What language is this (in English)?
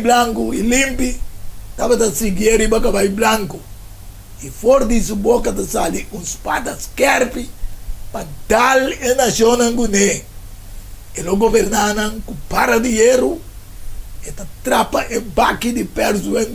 Papiamento